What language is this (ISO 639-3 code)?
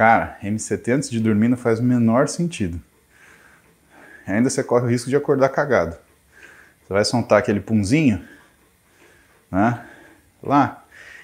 por